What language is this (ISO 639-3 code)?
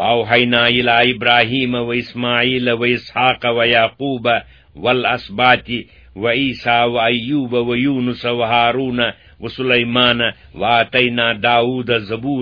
kas